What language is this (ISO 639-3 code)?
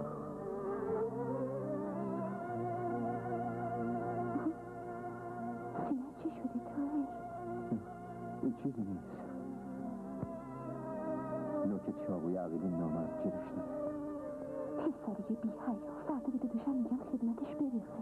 fas